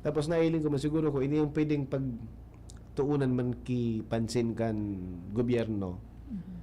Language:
Bikol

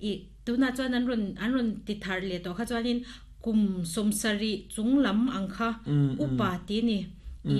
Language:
Mizo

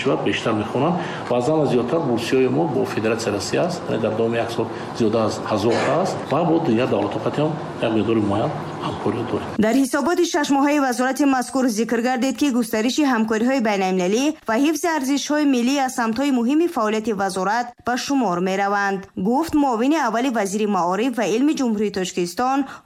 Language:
Tajik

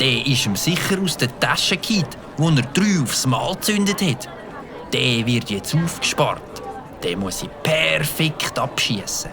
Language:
Swiss German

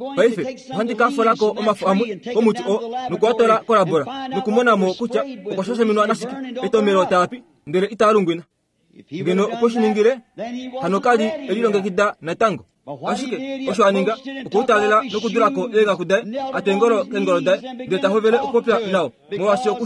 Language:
Kuanyama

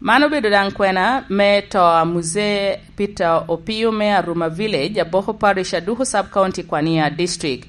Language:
Lango (Uganda)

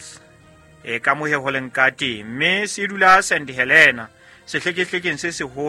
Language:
Southern Sotho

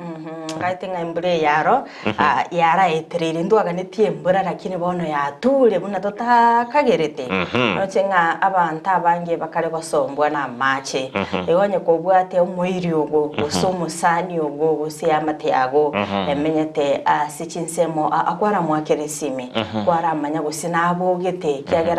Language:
Gusii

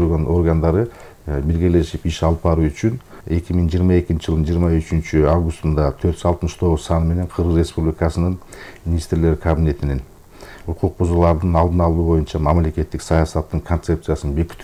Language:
Kyrgyz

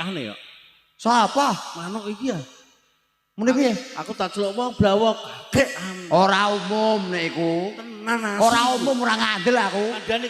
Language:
Javanese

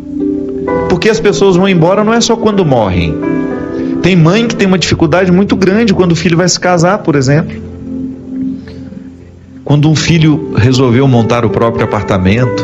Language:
Portuguese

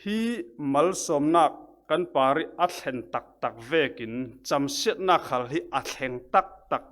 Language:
Falam Chin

